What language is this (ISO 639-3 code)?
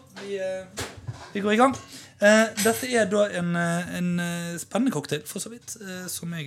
nor